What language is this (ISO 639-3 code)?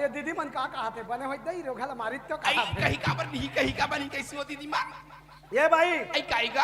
hne